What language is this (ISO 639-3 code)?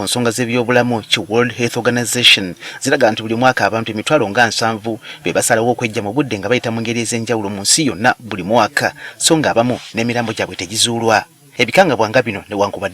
lug